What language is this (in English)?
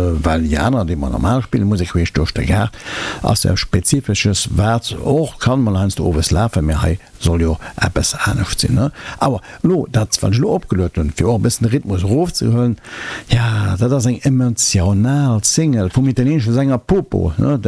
Luxembourgish